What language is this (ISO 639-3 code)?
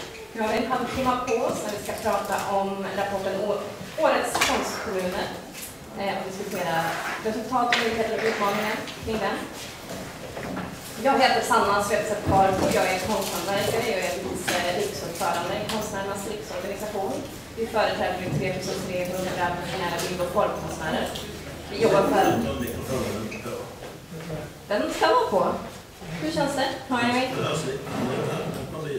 swe